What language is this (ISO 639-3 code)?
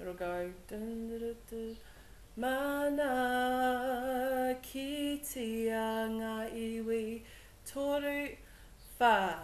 mri